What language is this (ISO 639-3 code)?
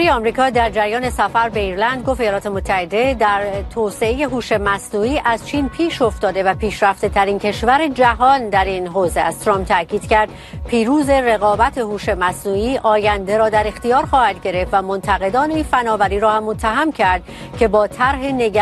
fas